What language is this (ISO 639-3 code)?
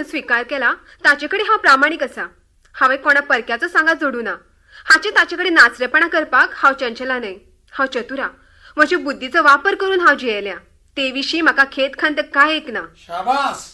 kok